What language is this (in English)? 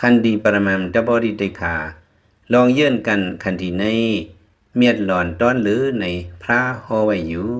Lao